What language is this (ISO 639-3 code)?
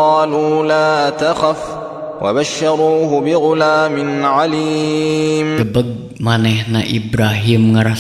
sun